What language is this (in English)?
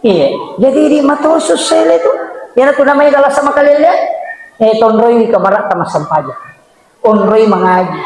Buginese